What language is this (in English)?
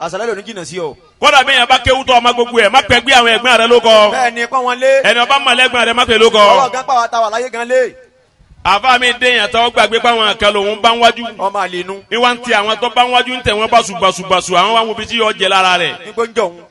Yoruba